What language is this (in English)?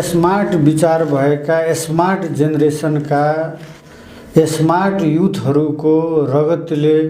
Nepali